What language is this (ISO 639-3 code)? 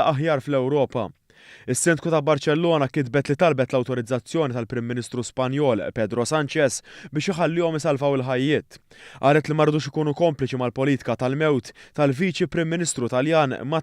mlt